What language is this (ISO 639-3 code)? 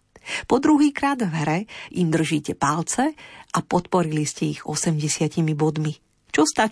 slk